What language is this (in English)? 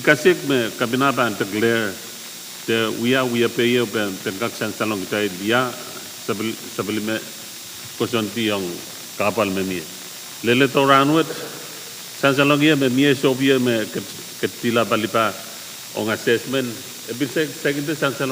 Pohnpeian